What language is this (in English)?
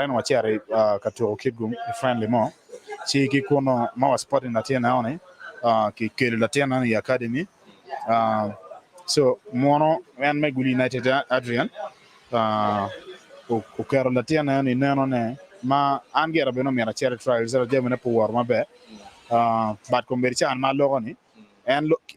Acoli